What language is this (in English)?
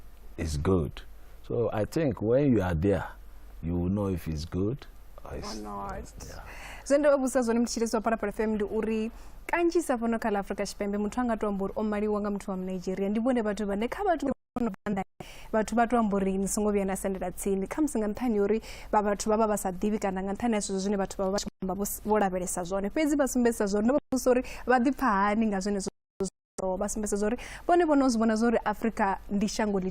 Venda